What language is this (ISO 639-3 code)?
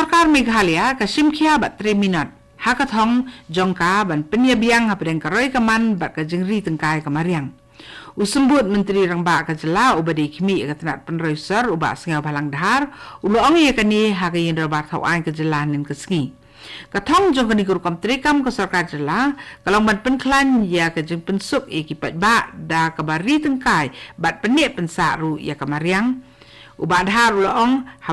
kha